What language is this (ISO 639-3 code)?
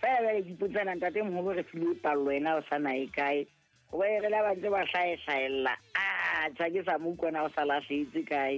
sot